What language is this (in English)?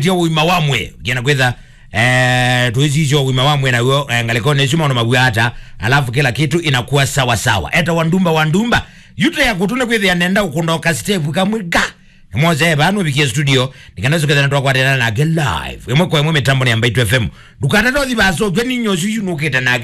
Kamba